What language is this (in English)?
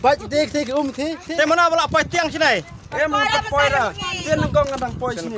Khasi